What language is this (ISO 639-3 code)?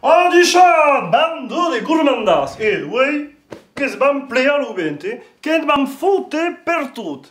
oci